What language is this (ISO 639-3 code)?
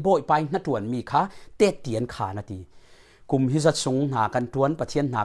cfm